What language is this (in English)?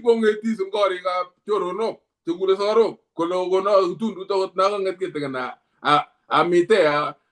Kalenjin